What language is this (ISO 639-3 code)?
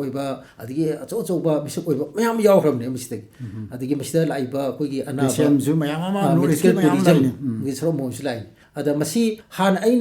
mni